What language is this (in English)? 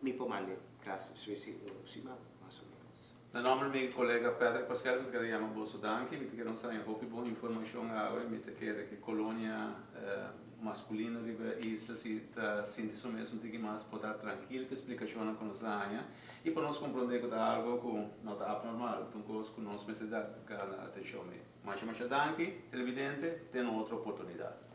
Papiamento